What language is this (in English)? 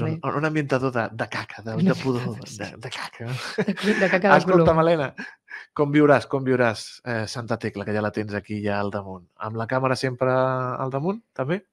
Catalan